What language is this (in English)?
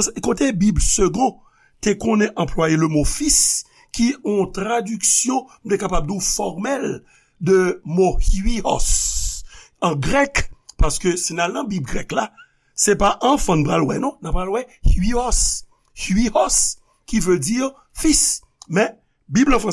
Haitian Creole